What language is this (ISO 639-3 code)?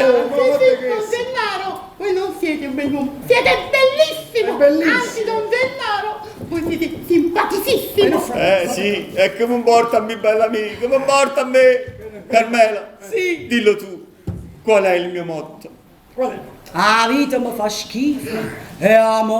nap